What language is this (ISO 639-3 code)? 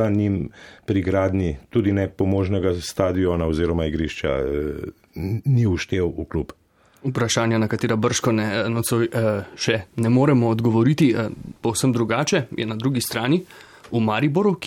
slv